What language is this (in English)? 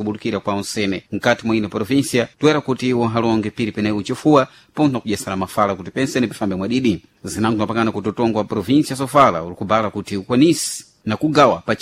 Sena